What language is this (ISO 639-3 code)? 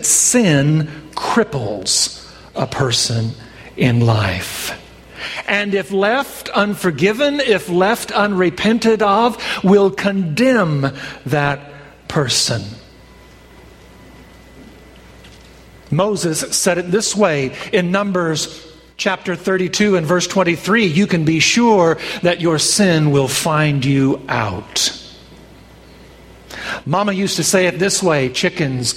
eng